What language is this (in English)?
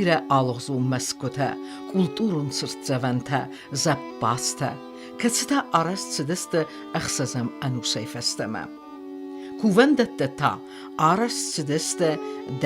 Ossetic